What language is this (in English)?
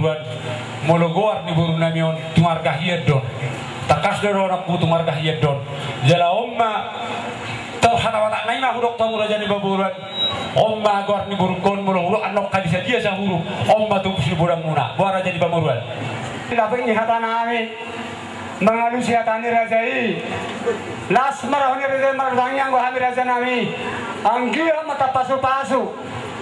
Batak Toba